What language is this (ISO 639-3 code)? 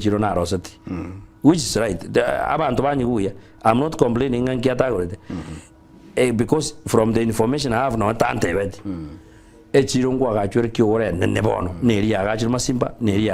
guz